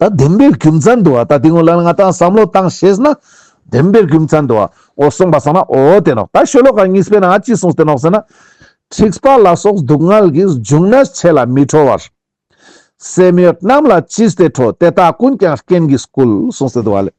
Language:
Ladakhi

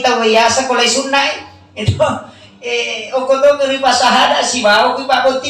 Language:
Buginese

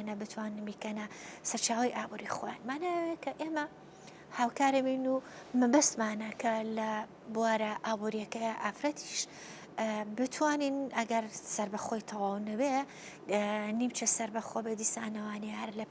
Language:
Central Kurdish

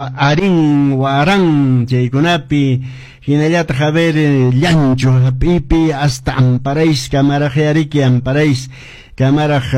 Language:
Quechua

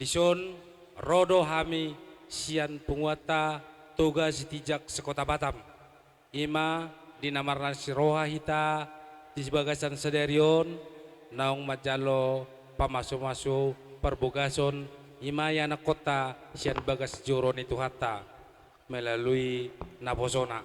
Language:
Batak Toba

